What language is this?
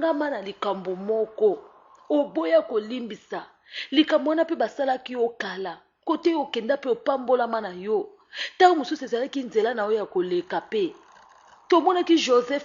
Lingala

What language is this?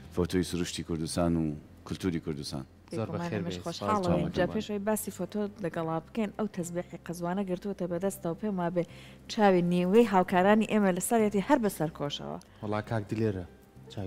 Central Kurdish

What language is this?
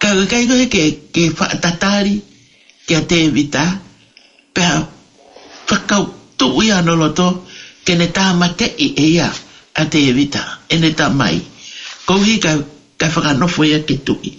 Tongan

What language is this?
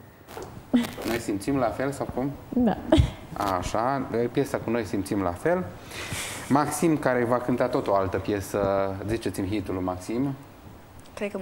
Romanian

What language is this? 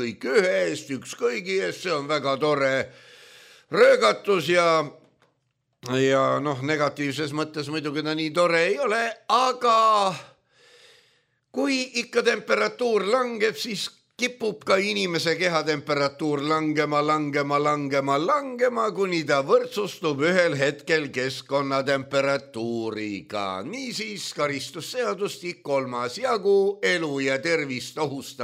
Estonian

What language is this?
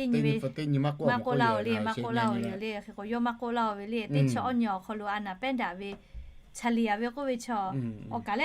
Lahu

